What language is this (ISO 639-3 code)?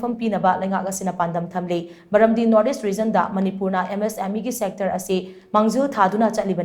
mni